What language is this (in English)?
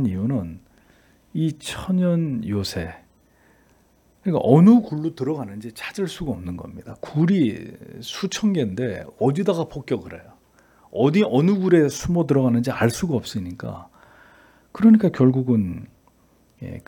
Korean